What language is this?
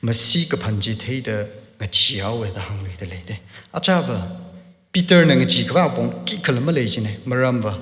Tangkhul Naga (India)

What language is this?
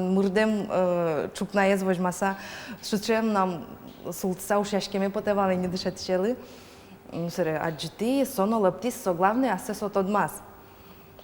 Udmurt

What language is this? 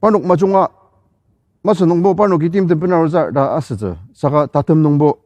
Ao Naga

